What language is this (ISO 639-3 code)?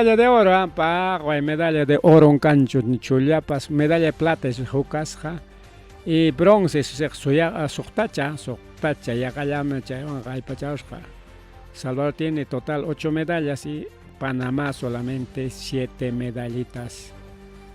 quy